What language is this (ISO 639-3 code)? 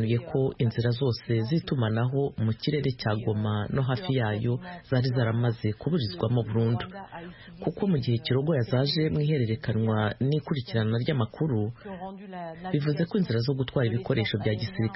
kin